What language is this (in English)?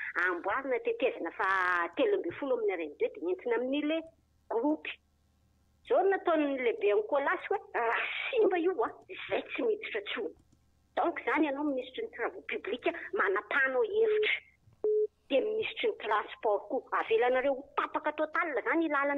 Malagasy